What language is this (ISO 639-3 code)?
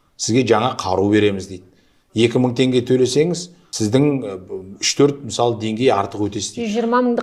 kaz